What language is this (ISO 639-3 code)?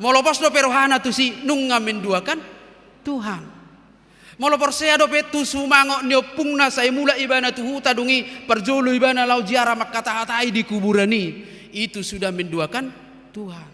bbc